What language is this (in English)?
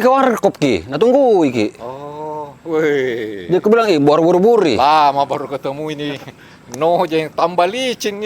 Makassar Malay